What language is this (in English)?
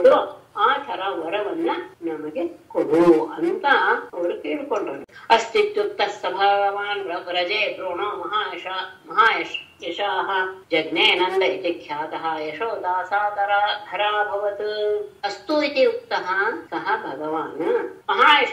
Kannada